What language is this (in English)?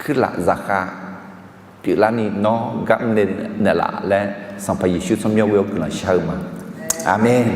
Akha